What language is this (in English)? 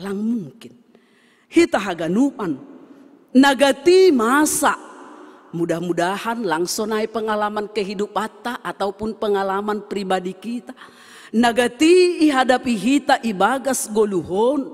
Batak Simalungun